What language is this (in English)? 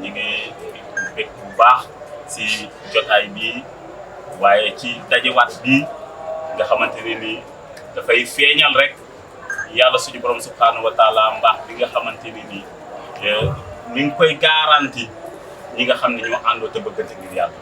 Wolof